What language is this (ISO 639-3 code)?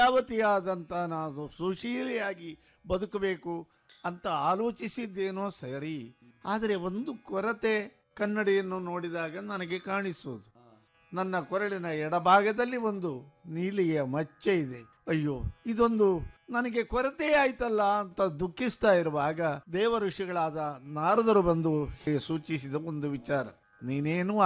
kan